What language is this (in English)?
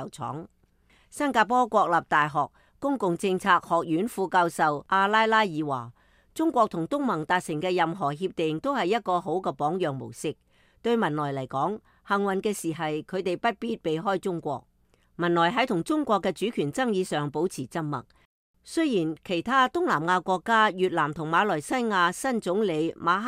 Cantonese